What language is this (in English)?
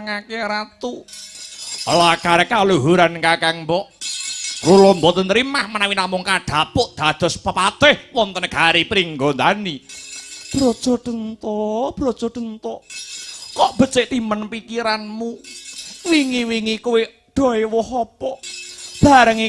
Javanese